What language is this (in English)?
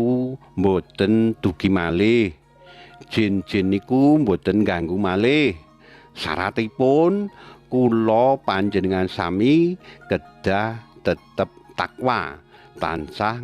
Javanese